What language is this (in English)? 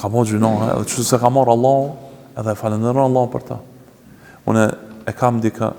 Albanian